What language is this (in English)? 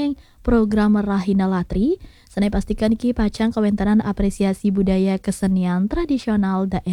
Balinese